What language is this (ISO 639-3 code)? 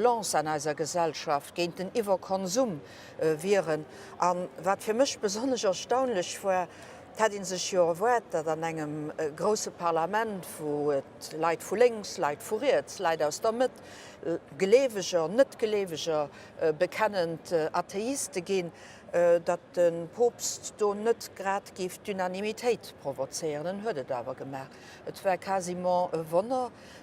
ltz